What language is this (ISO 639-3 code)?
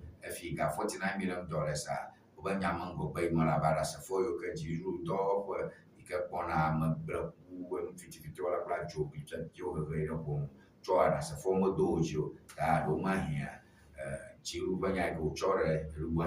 ewe